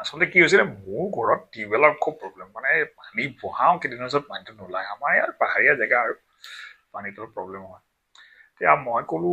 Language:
Assamese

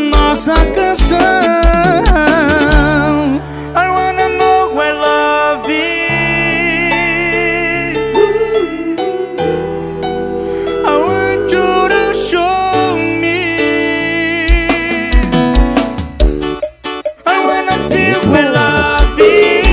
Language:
Portuguese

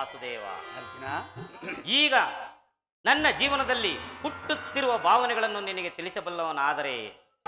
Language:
Kannada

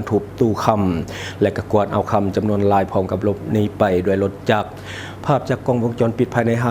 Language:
Lao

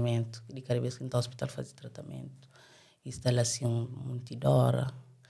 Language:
Kabuverdianu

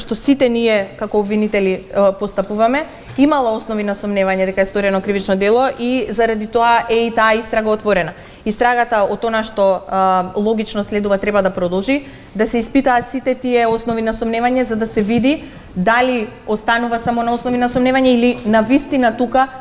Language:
Macedonian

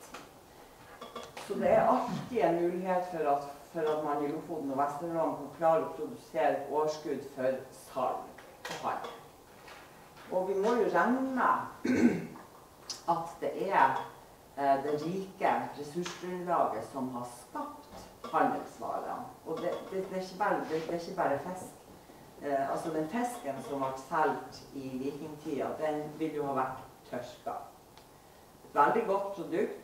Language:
Norwegian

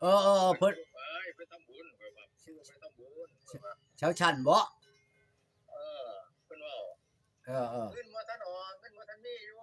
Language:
Northeastern Thai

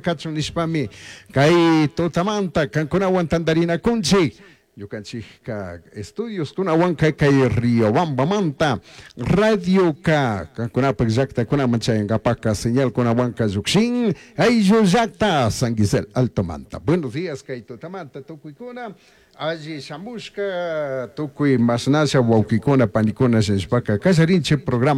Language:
Chimborazo Highland Quichua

